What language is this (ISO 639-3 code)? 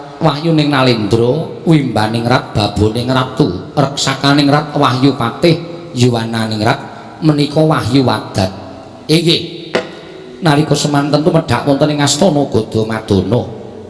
jav